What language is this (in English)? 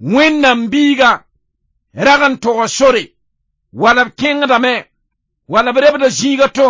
Mossi